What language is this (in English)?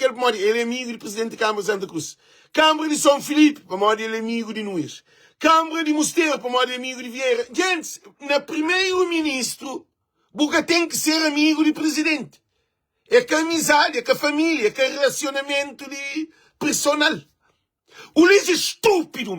Kabuverdianu